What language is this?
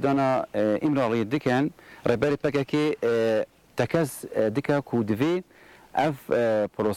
Kurdish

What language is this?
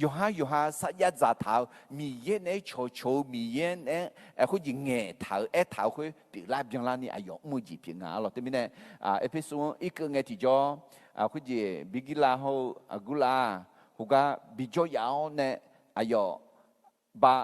Akha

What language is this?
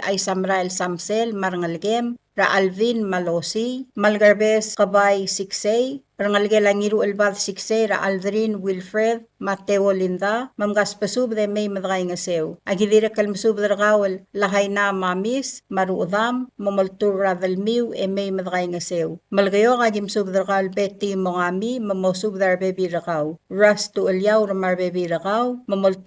Palauan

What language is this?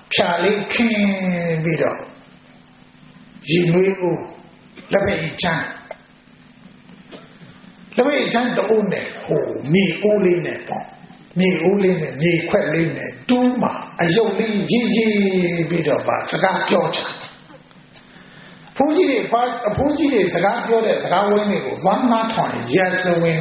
Burmese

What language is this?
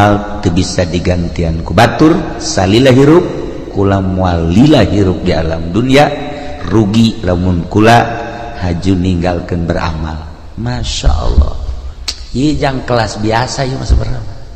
Sundanese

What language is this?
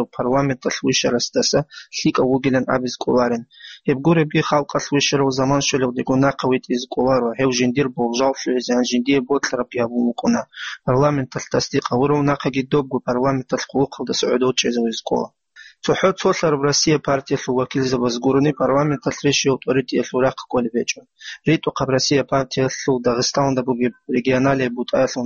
Avaric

